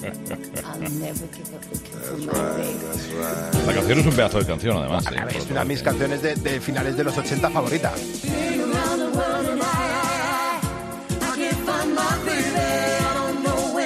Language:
Spanish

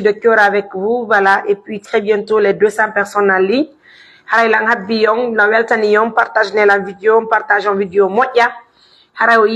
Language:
Pular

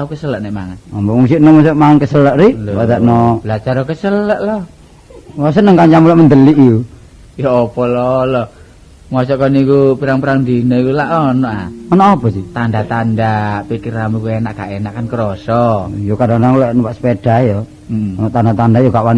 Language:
Javanese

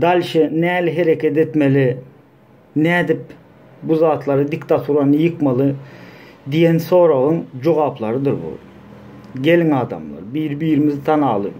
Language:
Turkmen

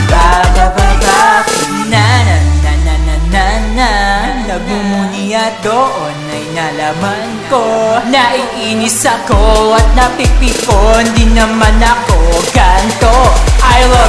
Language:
Filipino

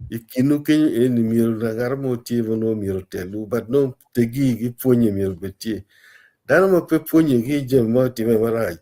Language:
Acoli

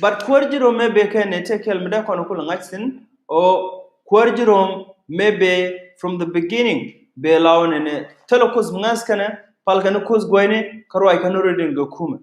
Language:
Nuer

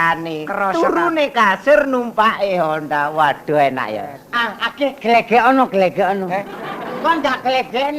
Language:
Javanese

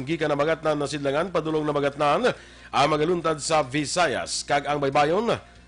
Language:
Hiligaynon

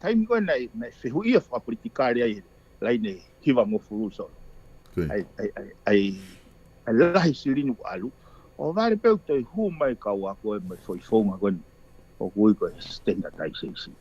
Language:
Tongan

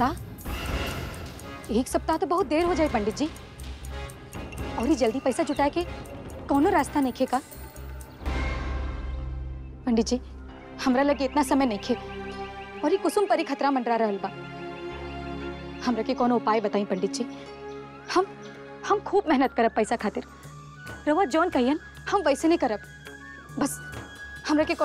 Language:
Bhojpuri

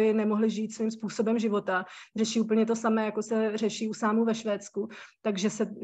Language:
Czech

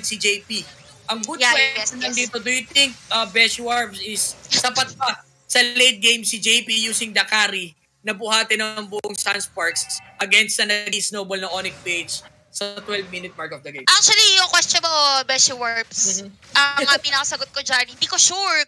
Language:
Filipino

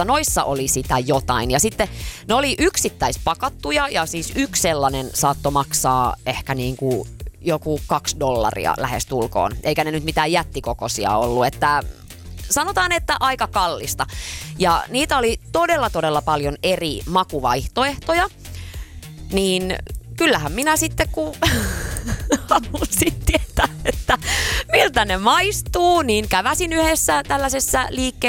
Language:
Finnish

